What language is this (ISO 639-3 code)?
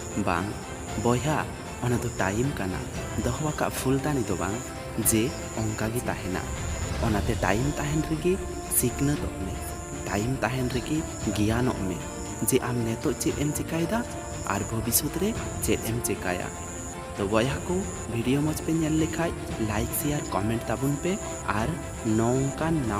sat